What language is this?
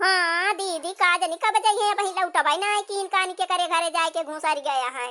Awadhi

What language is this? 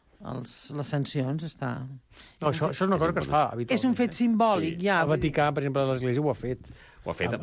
Catalan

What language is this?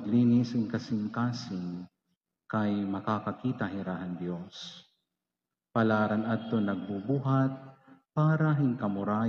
Waray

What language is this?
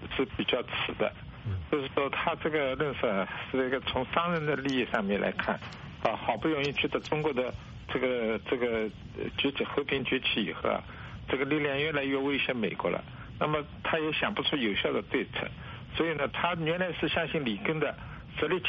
Chinese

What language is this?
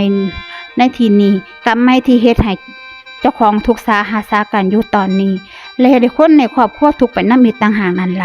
Northeastern Thai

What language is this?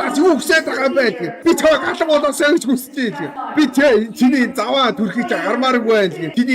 Mongolian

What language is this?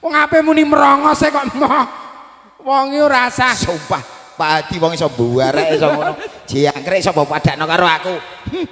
Javanese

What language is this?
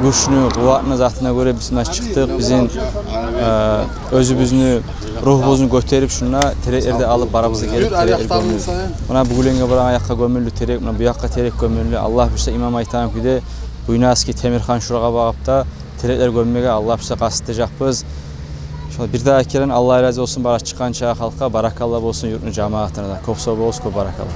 Kumyk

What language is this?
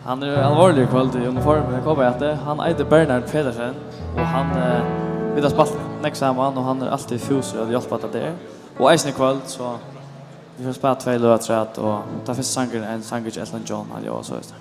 Faroese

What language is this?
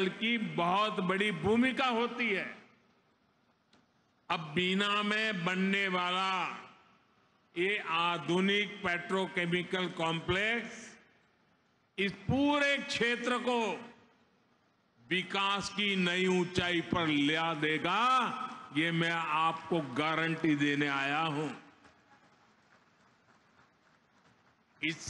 Hindi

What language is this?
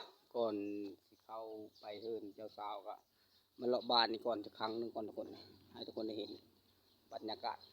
Lao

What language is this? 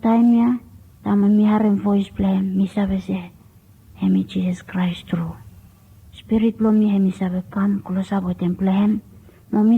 Bislama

